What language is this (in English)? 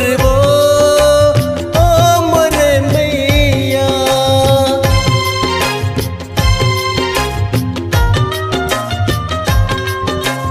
Chhattisgarhi